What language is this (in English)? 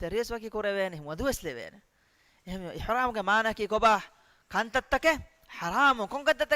Divehi